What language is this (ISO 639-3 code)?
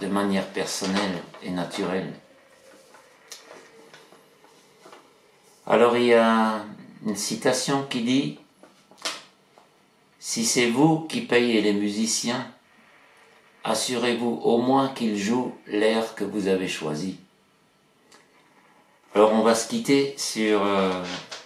fra